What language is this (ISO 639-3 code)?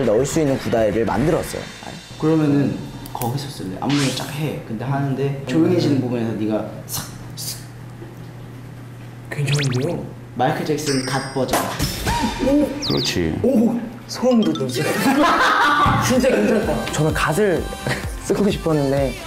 kor